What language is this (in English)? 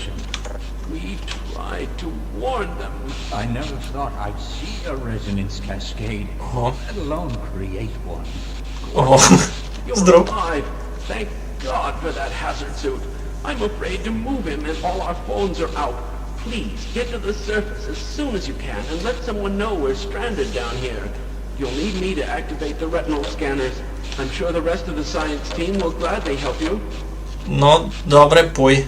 Rusyn